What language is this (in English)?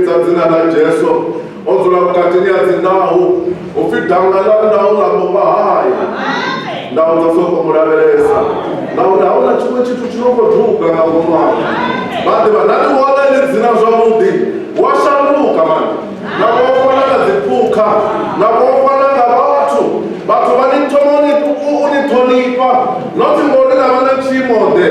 Venda